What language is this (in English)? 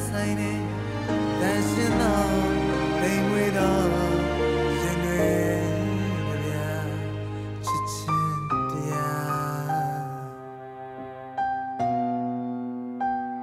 Burmese